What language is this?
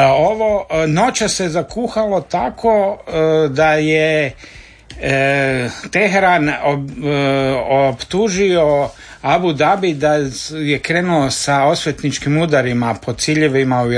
Croatian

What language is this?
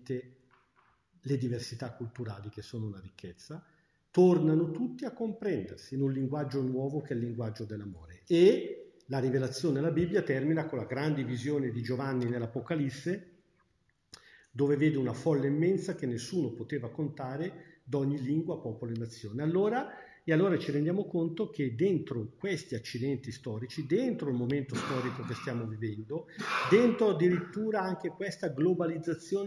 Italian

